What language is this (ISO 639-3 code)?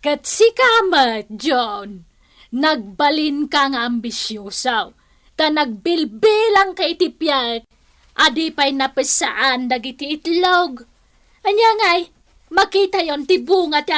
ilo